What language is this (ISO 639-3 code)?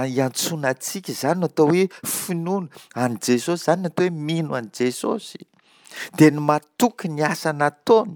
mlg